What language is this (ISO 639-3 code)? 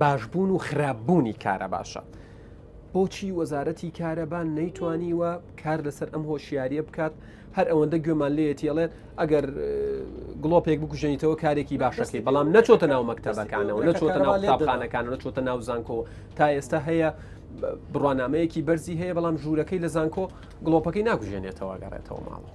ckb